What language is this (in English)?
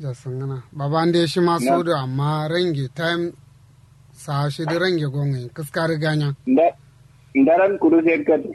Kanuri